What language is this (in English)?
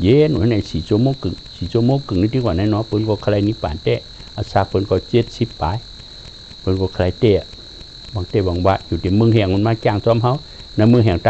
Shan